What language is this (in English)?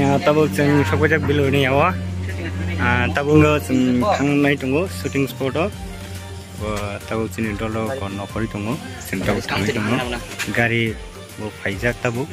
Kok Borok